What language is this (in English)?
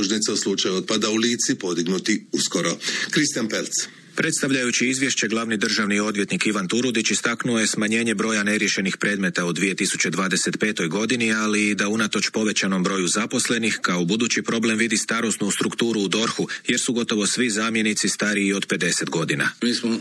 Croatian